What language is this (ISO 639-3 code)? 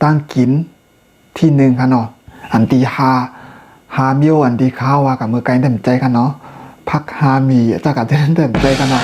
shn